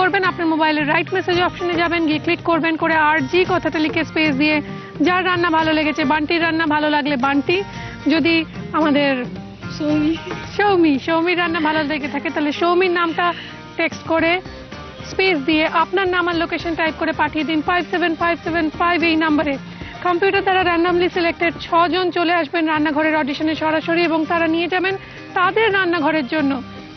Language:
Bangla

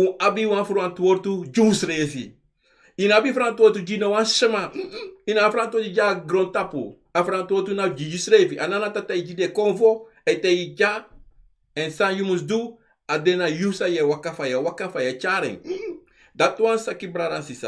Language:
Sranan Tongo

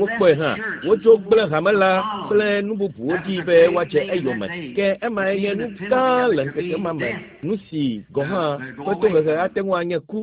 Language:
Ewe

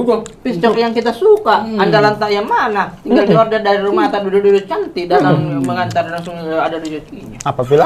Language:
Makassar Malay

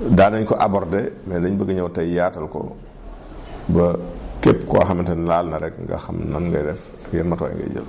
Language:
Wolof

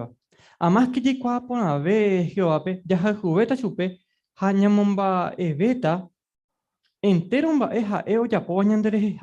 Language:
Guarani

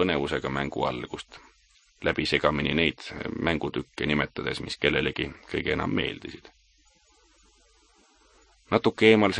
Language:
Estonian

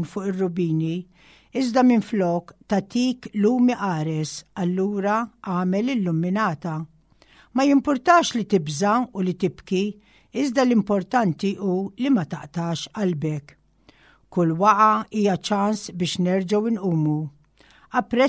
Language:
Maltese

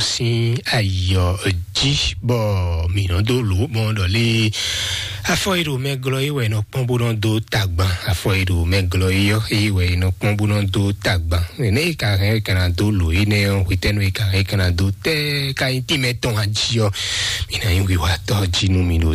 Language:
Fon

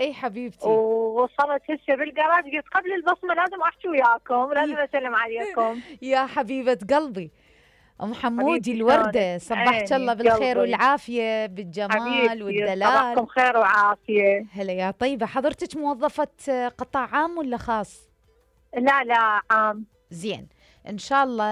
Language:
Mesopotamian Arabic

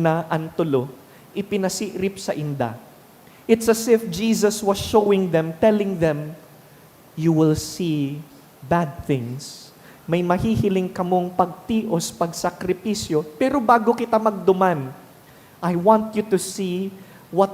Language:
Bikol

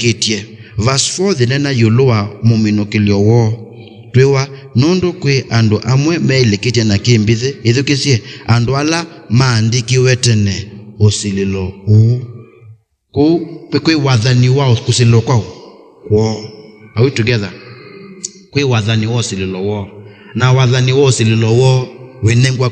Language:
Kamba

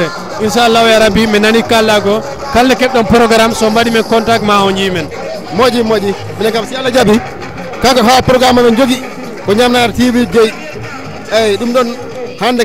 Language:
Fula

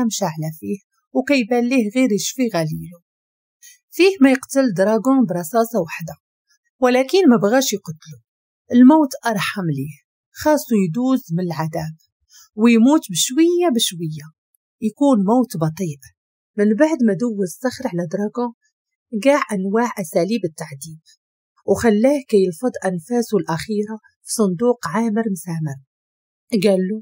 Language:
Moroccan Arabic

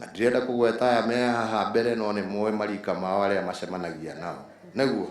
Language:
Kikuyu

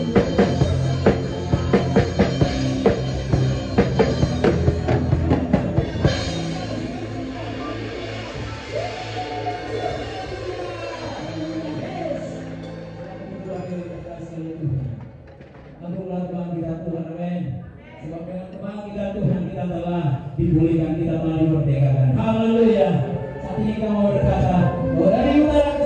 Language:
Indonesian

